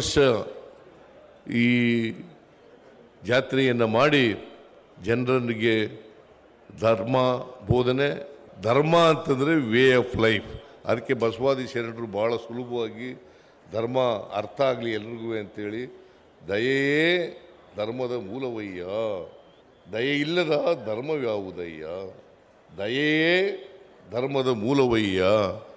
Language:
Kannada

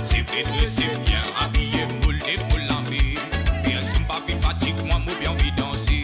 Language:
Morisyen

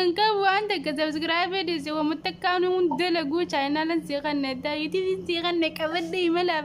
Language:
Oromo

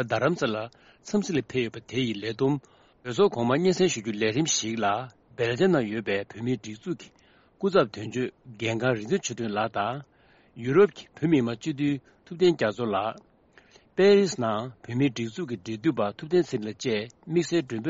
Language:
Tibetan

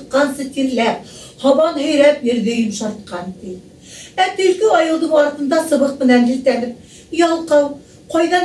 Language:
Bashkir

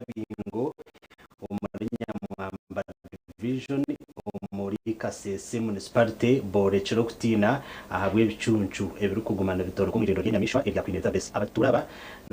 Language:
Nyankole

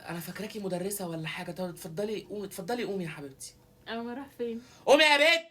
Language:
Egyptian Arabic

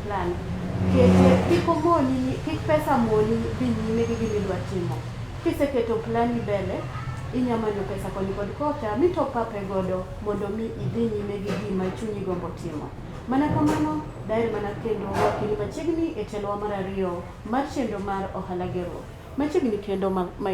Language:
Luo (Kenya and Tanzania)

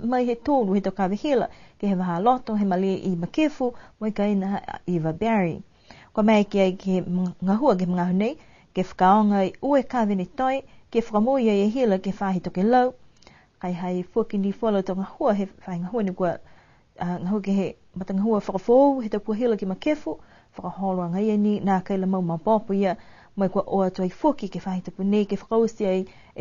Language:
Niuean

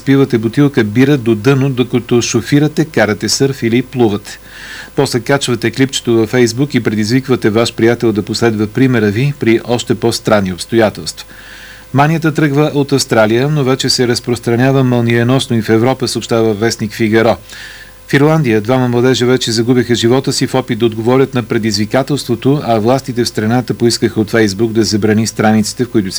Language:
Bulgarian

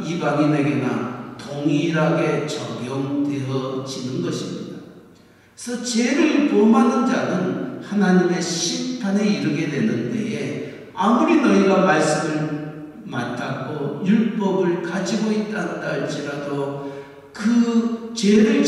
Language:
Korean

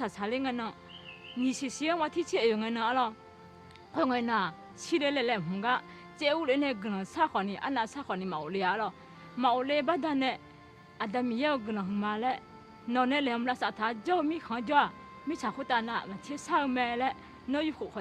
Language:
Akha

